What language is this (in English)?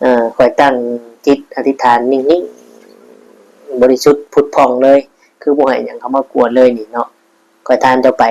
Northeastern Thai